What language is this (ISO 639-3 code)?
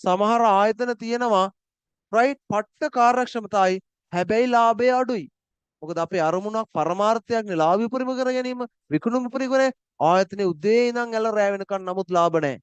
sin